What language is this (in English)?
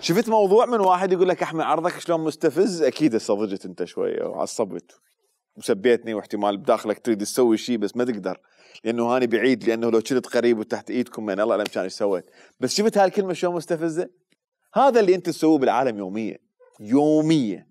Mesopotamian Arabic